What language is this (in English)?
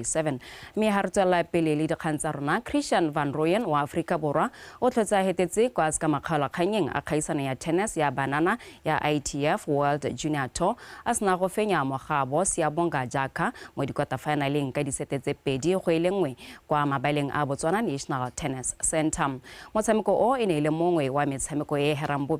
Tswana